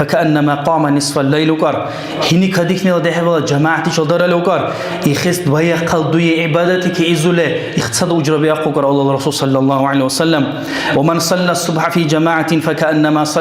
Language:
Dargwa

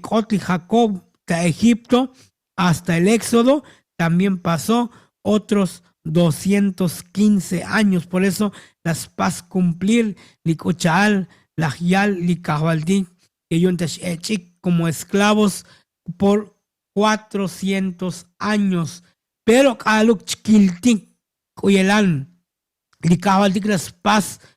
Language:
Tzotzil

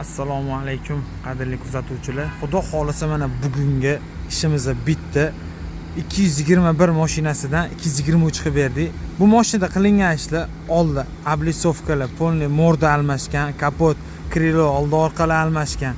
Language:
Uzbek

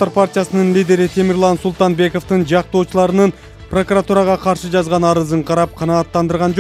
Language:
Kyrgyz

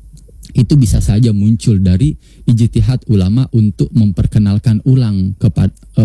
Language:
Indonesian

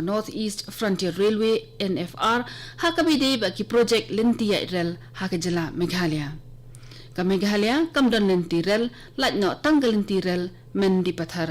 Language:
Khasi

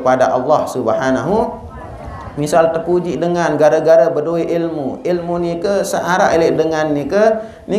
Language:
Sasak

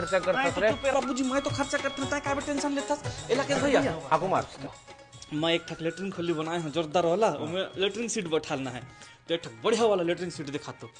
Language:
Chhattisgarhi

